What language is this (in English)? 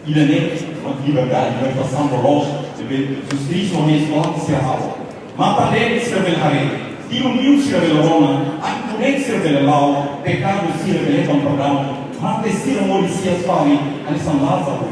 Tetum